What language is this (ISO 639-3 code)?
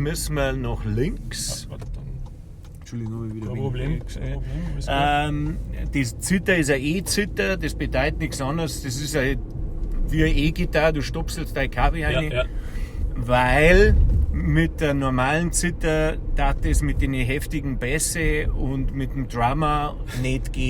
bar